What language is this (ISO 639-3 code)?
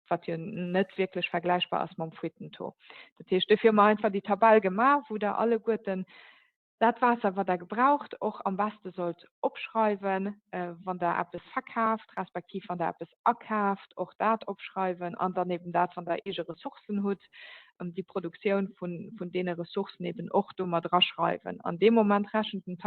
ltz